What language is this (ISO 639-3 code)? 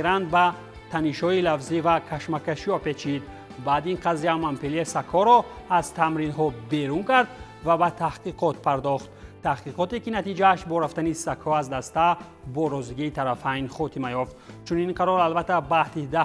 tgk